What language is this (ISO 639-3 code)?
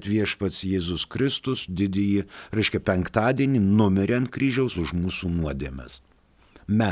lit